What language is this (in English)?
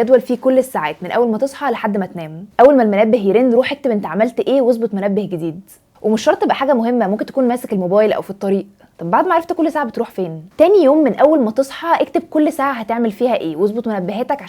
Egyptian Arabic